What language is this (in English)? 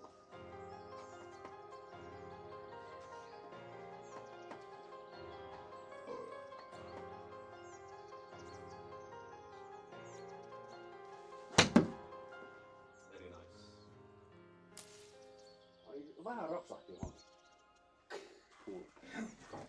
Finnish